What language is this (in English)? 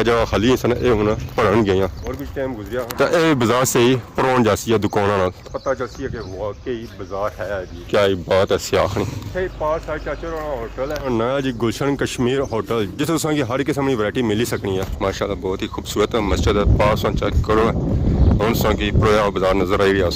Pahari-Potwari